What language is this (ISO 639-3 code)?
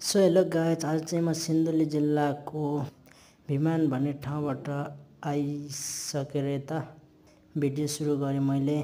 nep